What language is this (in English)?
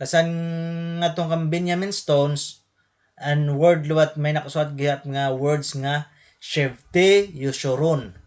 Waray